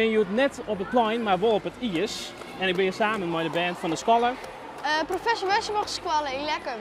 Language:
Western Frisian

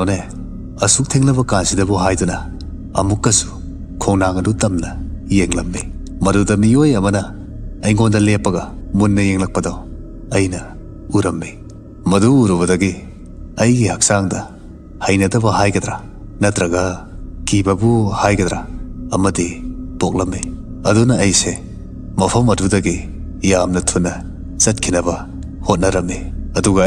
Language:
Manipuri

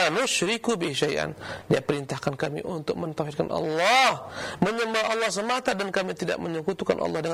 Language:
Indonesian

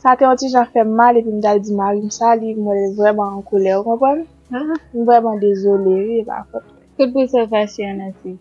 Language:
Haitian Creole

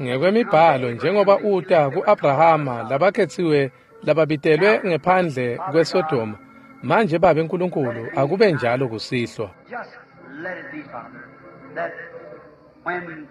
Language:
Swati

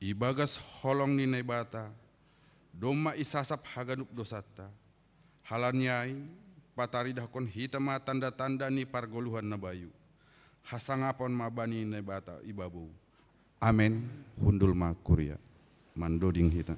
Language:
Batak Simalungun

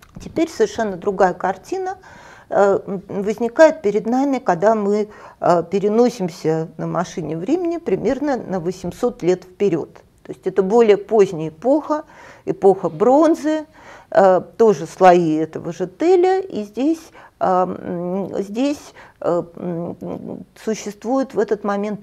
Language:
Russian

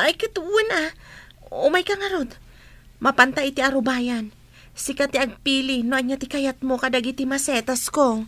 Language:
Iloko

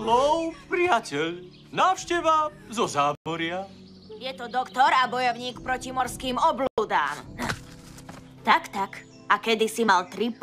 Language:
Slovak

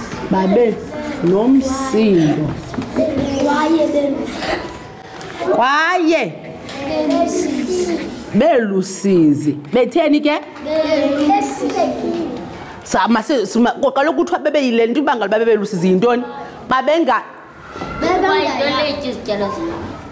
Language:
Xhosa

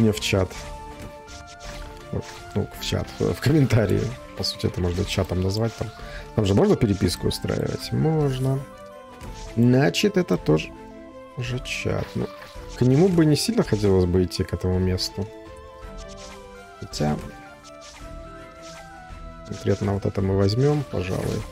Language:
Russian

